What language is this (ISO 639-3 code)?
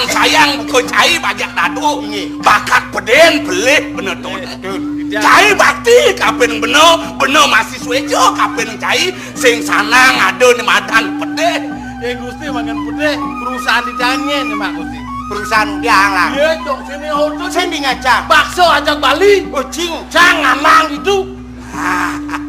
ban